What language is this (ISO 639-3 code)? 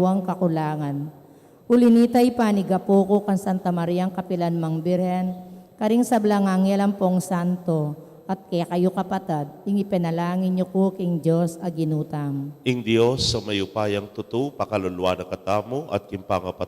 pam